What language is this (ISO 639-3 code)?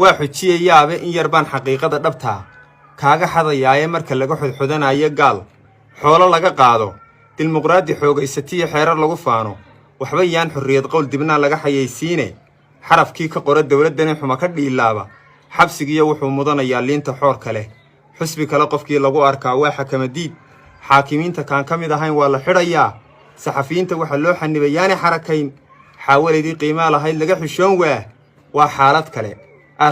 som